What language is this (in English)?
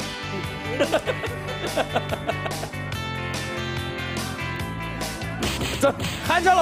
Chinese